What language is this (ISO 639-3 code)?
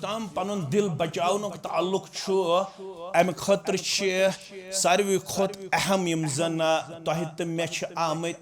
kas